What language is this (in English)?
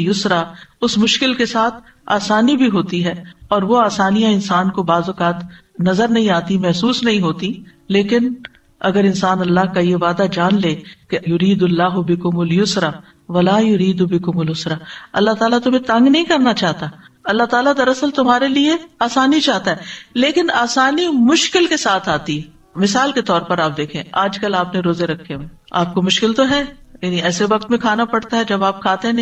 Urdu